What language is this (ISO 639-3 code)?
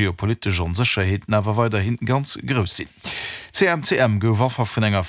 ltz